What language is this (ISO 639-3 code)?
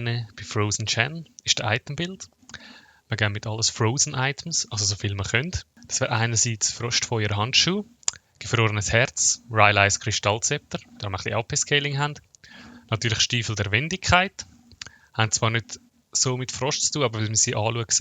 gsw